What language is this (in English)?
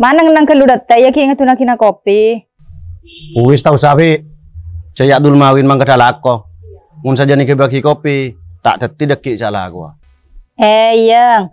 Madurese